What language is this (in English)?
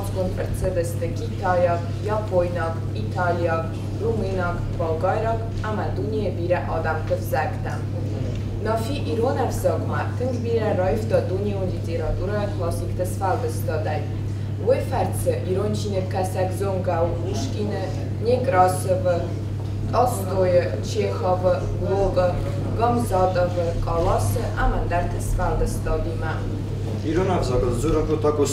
Ossetic